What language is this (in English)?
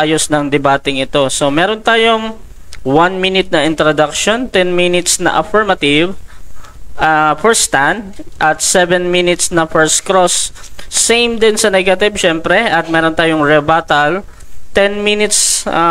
Filipino